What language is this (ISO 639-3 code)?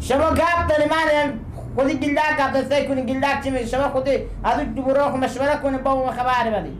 fas